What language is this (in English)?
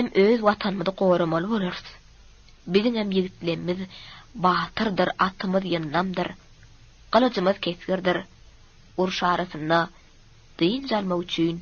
Turkmen